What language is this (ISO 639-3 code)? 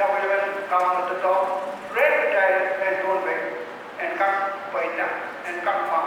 pon